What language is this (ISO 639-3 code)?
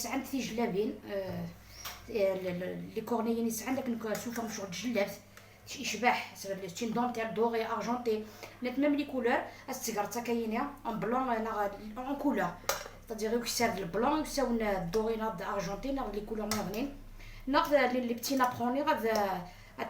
arq